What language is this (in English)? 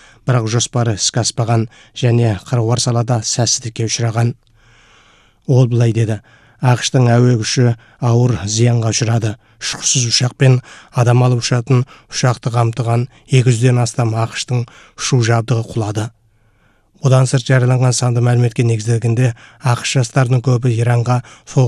Kazakh